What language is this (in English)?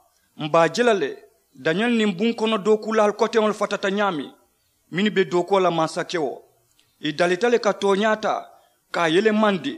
Mandingo